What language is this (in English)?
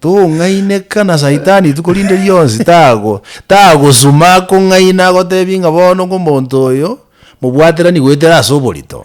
Gusii